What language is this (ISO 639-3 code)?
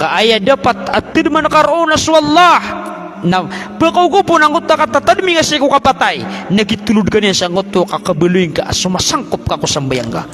mrw